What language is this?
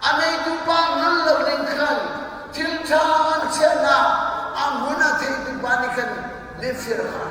Hakha Chin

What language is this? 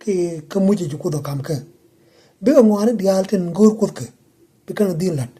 Nuer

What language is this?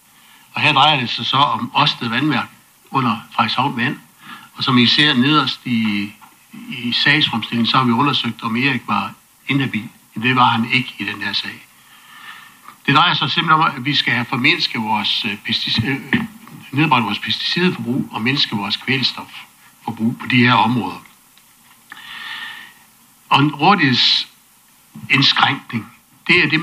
Danish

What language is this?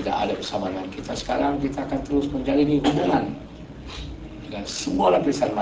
Malay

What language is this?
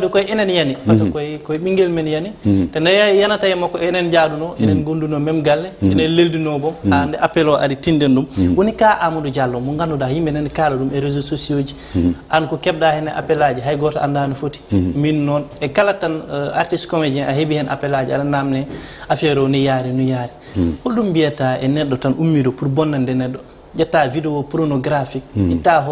Fula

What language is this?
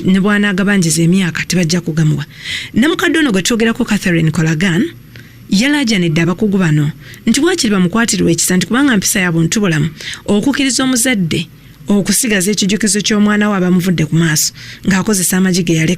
Ganda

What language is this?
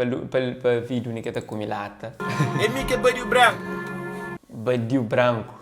Kabuverdianu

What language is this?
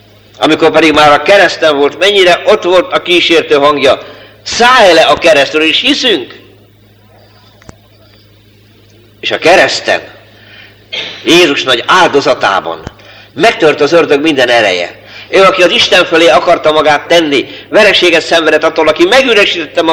Hungarian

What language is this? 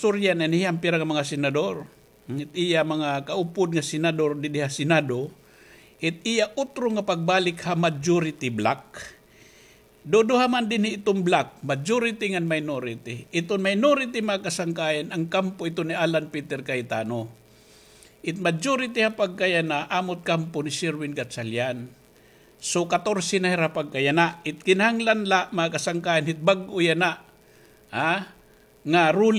Waray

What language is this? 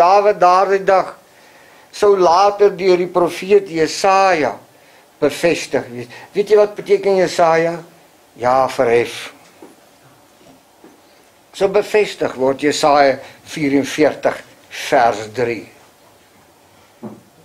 Afrikaans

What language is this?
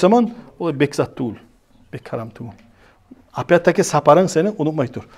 Kumyk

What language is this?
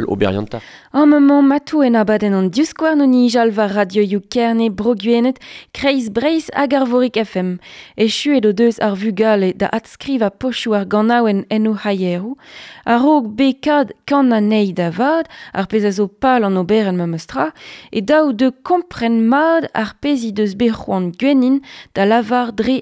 Breton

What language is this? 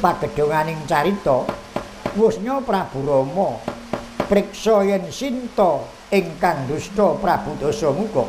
Javanese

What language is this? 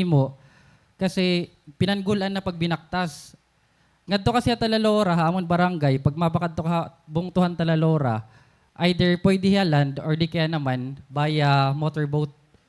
Waray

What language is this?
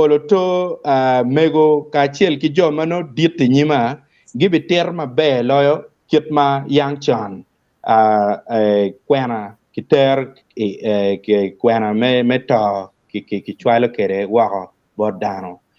Acoli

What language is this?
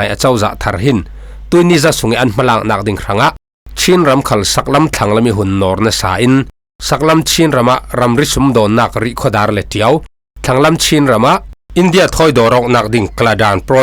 Falam Chin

